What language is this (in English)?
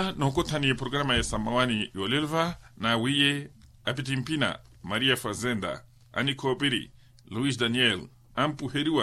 Makhuwa